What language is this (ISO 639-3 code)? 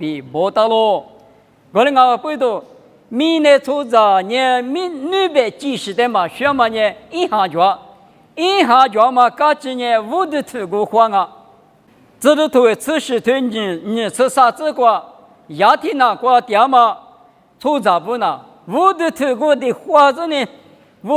lis